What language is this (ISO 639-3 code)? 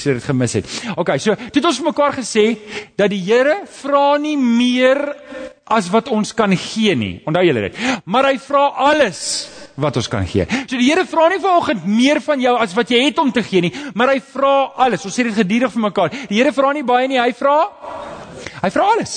afr